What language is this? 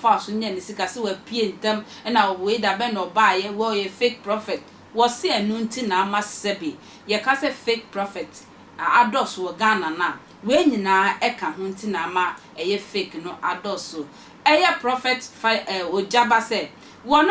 Akan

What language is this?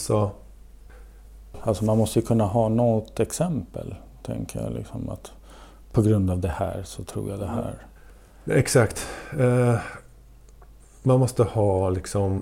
Swedish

